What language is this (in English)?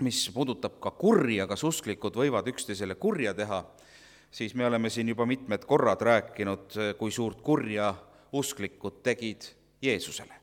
Estonian